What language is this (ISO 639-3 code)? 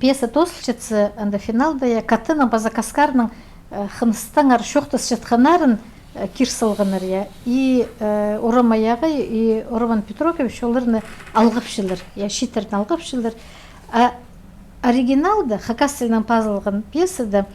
kjh